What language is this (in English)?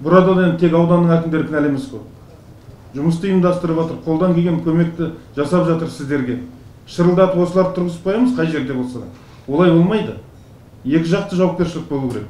Kazakh